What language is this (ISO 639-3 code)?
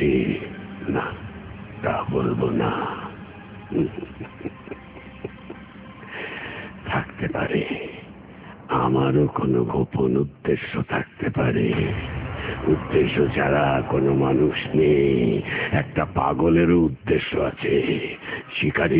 ben